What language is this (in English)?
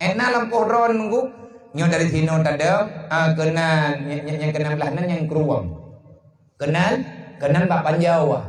Achinese